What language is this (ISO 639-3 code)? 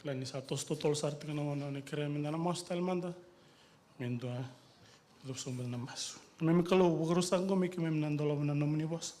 fij